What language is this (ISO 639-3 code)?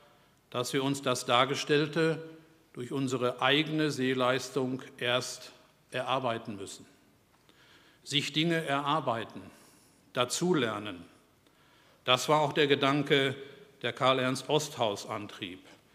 deu